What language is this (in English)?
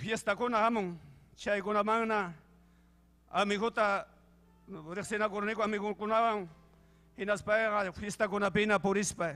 Ayacucho Quechua